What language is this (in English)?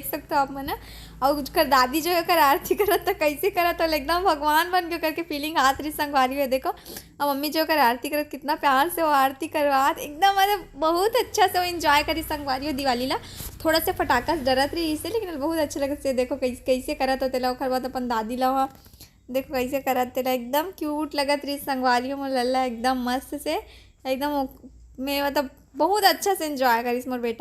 Chhattisgarhi